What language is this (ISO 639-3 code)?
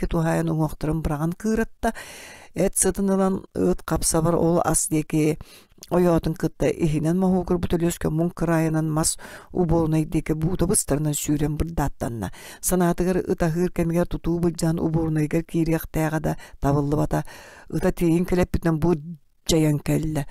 sah